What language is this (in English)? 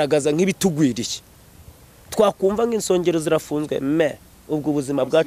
Kinyarwanda